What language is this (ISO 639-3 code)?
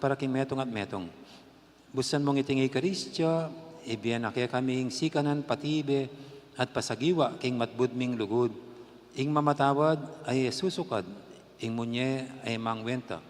pam